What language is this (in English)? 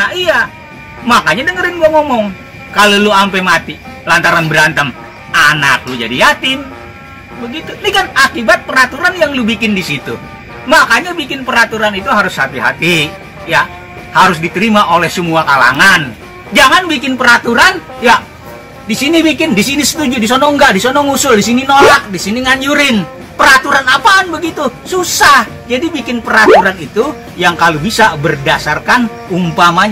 Betawi